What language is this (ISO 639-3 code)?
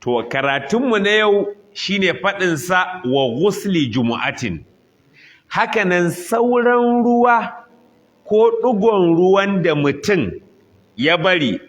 hau